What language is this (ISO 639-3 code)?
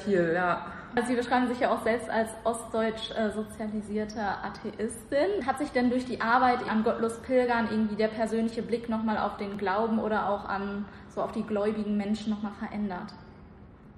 deu